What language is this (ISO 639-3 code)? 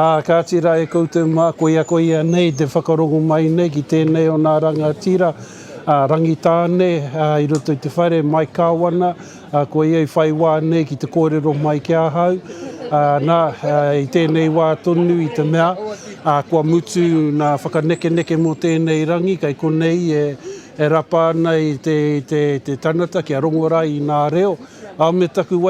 mri